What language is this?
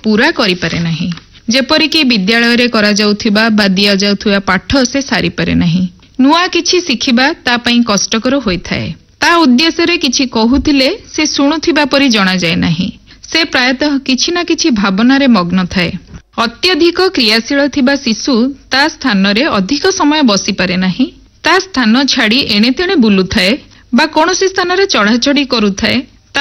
Odia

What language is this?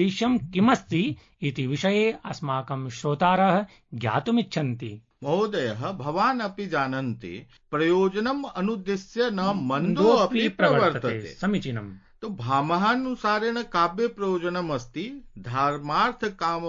Sanskrit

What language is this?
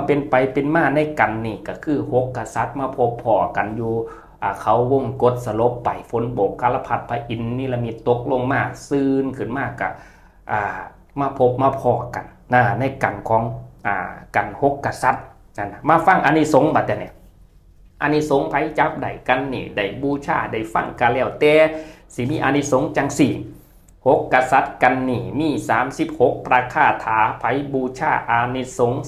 Northeastern Thai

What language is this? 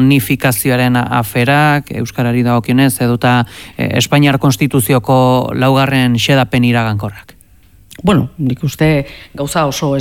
Basque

